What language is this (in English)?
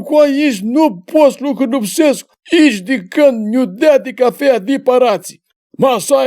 Aromanian